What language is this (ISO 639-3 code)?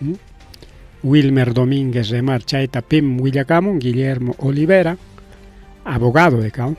quy